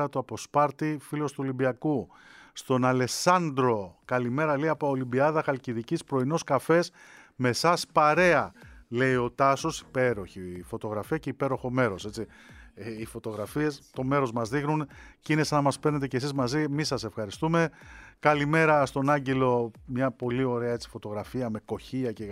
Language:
Greek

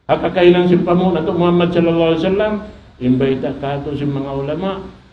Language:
Tausug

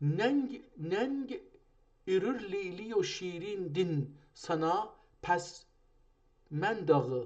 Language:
South Azerbaijani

